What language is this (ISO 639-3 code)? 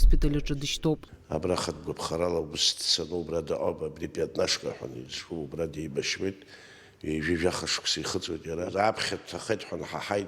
abk